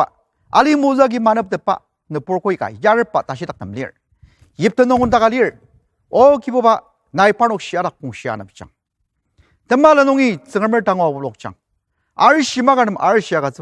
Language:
Ao Naga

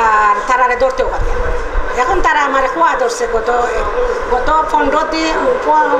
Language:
Sylheti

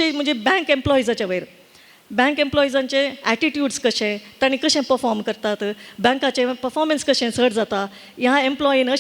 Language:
Konkani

